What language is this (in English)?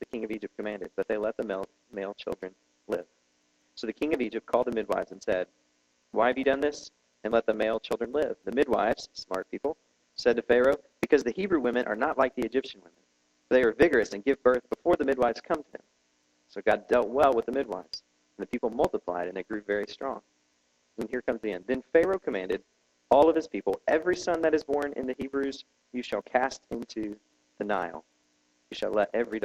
English